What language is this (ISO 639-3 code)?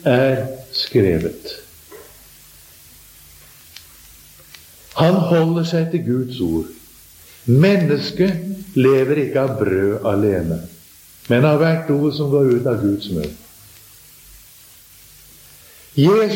nor